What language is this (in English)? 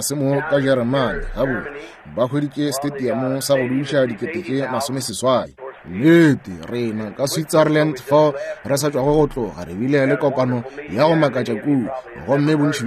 Northern Sotho